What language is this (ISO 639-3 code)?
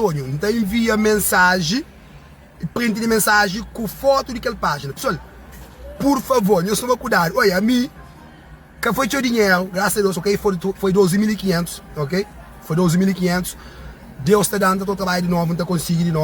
kea